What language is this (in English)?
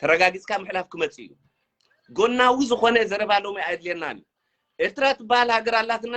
Tigrinya